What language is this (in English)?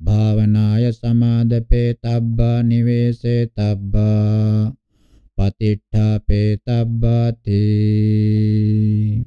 Pali